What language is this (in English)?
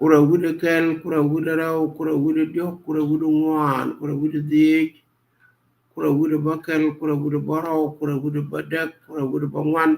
Nuer